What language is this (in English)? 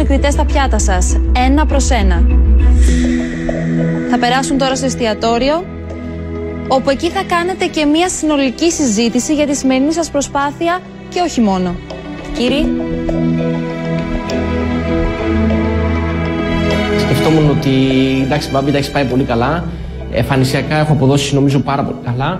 Greek